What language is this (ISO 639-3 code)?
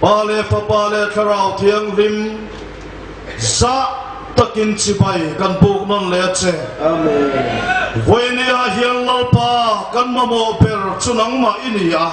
hmr